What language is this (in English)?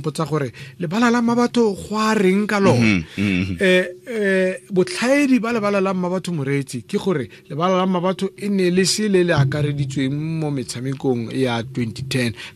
Tswana